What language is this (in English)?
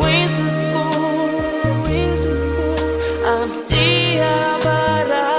Abkhazian